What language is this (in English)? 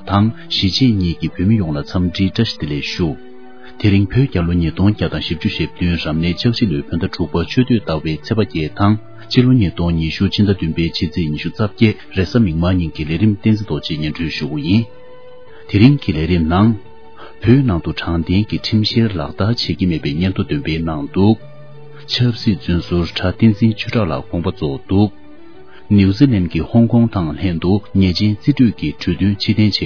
Tibetan